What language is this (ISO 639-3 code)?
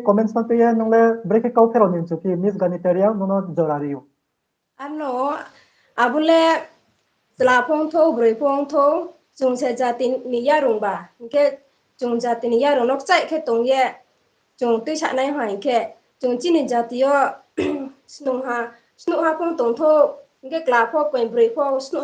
ria